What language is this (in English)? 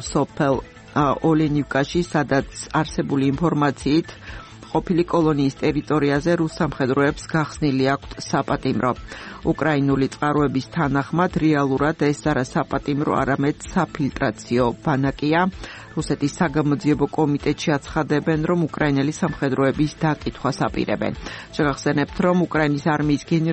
Georgian